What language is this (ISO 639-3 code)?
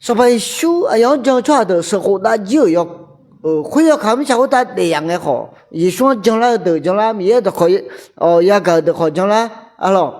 ahk